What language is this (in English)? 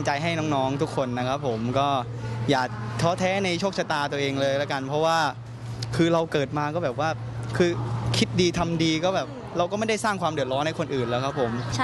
Thai